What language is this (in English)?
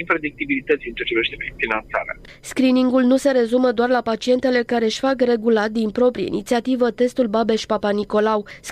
Romanian